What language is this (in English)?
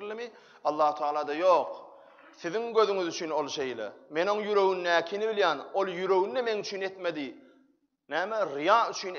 Turkmen